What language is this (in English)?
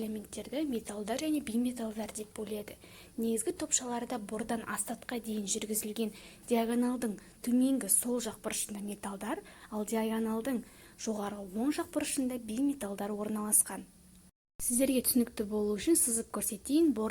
Kazakh